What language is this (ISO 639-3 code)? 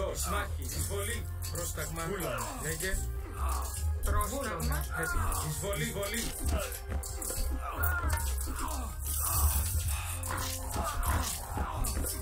ell